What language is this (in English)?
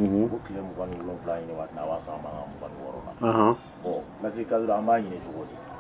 Bambara